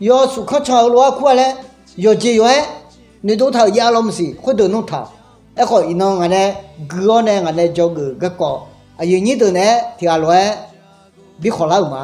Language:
Akha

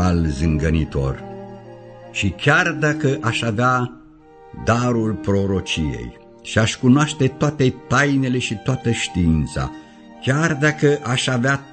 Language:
Romanian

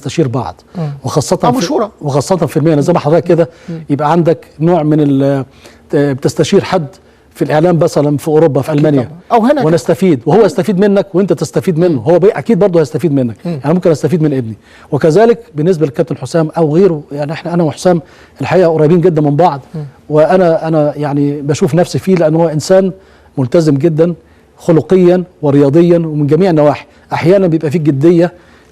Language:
Egyptian Arabic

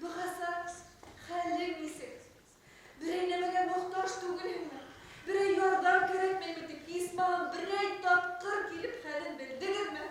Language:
Bashkir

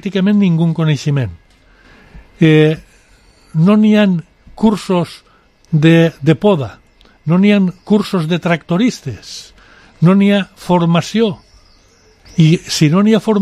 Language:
Catalan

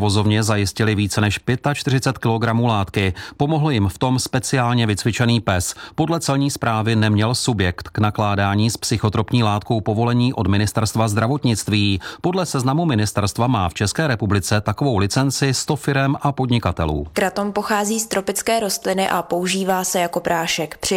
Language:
Czech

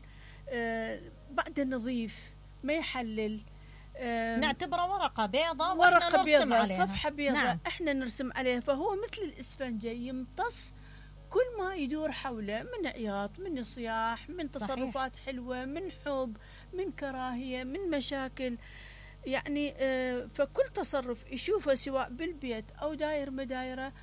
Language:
Mesopotamian Arabic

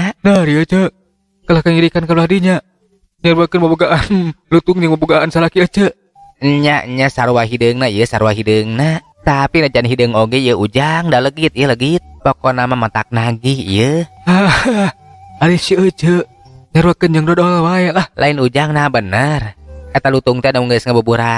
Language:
Sundanese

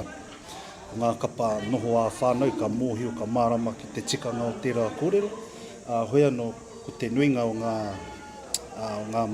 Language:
Māori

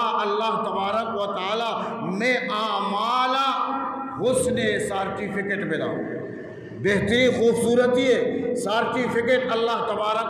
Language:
Eastern Balochi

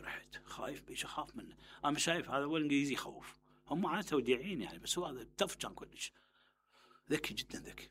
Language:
Mesopotamian Arabic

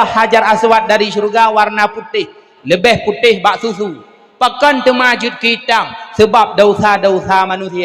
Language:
Achinese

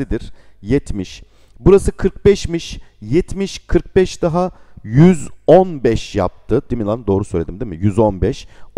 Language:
Turkish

